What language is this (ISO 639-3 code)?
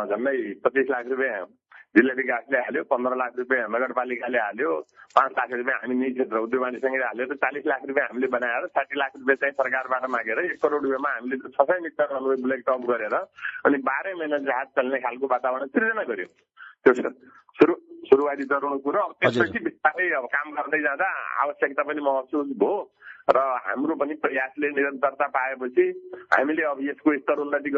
nep